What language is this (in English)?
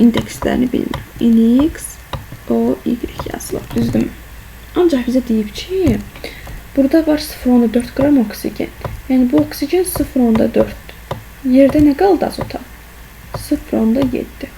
Azerbaijani